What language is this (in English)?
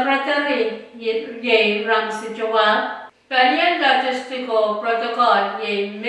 Pohnpeian